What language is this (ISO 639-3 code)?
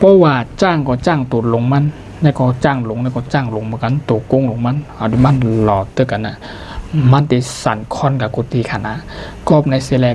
shn